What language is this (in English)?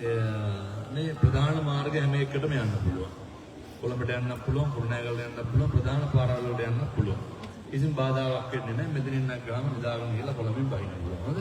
Sinhala